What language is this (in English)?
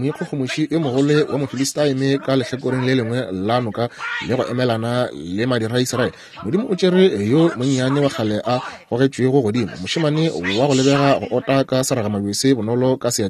Northern Sotho